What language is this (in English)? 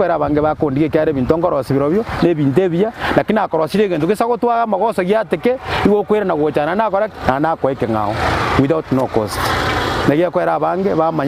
Gusii